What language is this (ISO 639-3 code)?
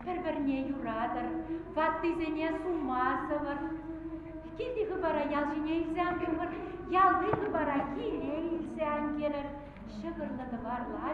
chv